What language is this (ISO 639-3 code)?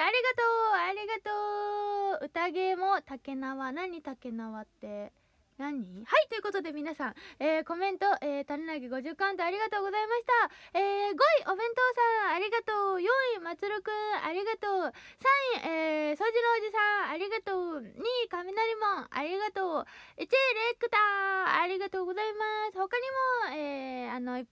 jpn